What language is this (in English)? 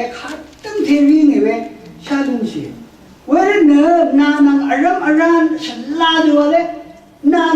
Rawang